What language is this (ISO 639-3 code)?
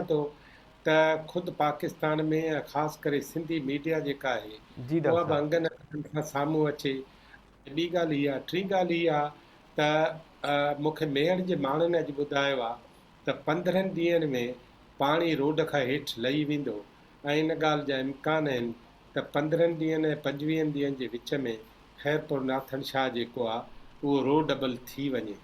snd